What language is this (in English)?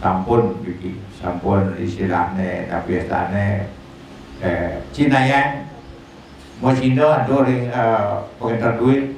Balinese